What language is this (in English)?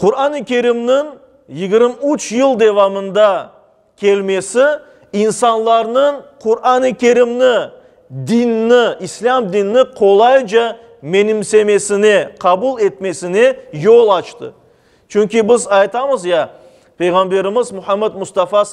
Crimean Tatar